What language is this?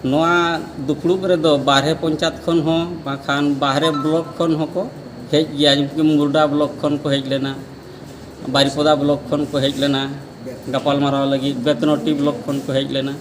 Santali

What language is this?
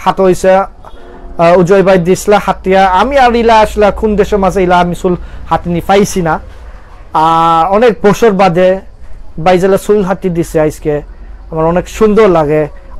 Sylheti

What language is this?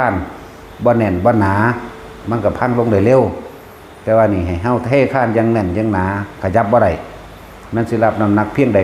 Northeastern Thai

